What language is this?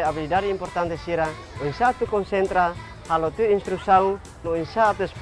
Tetum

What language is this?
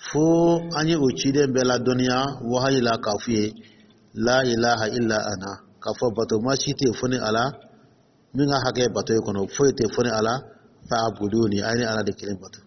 Dyula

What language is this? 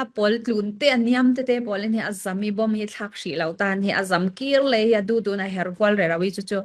Falam Chin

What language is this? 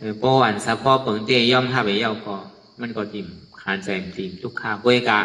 Shan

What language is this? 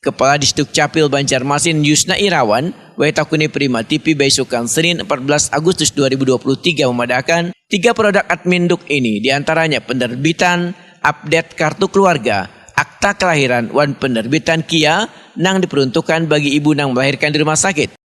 Banjar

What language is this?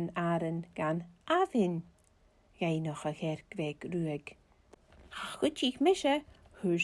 Scottish Gaelic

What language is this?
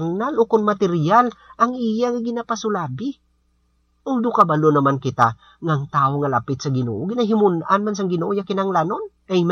Hiligaynon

